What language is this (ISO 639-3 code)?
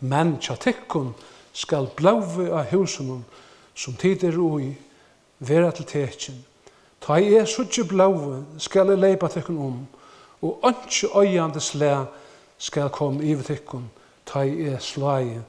fao